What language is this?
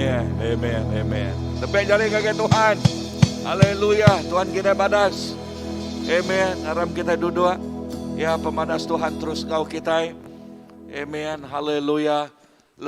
Iban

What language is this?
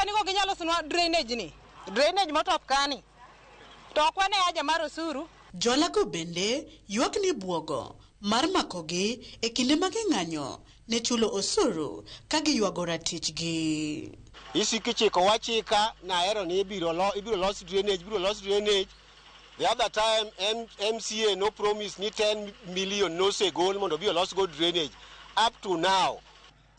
Luo (Kenya and Tanzania)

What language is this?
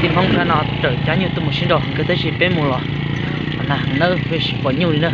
Hmong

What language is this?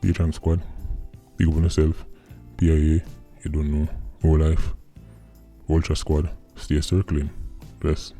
Jamaican Creole English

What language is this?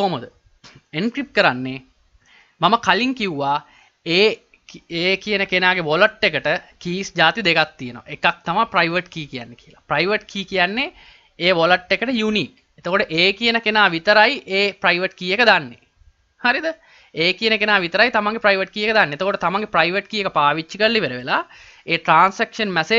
Sinhala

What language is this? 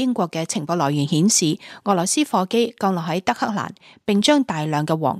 Cantonese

